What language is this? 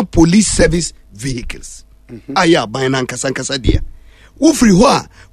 Akan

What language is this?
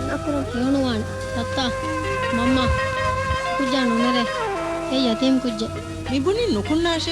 Divehi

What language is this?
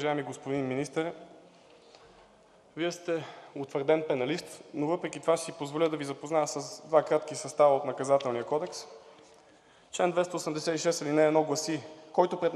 Bulgarian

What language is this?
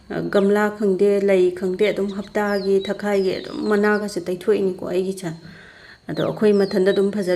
Manipuri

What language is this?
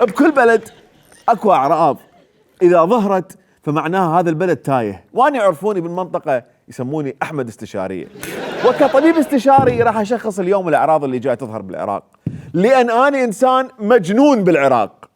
Mesopotamian Arabic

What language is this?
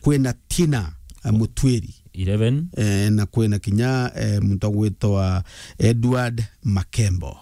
Meru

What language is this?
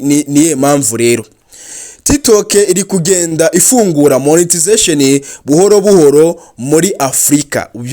Kinyarwanda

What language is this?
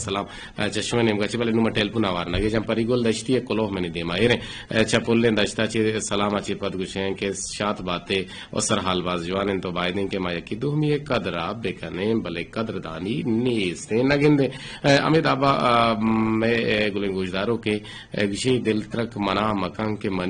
Eastern Balochi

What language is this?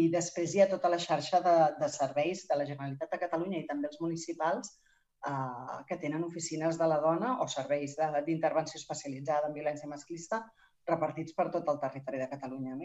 Catalan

